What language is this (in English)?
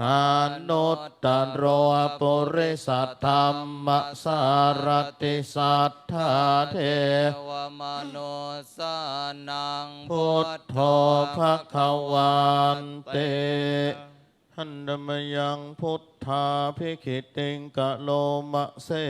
Pali